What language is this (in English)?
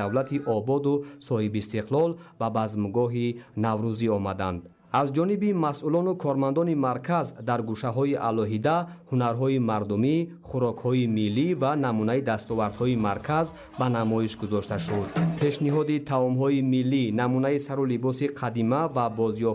Tajik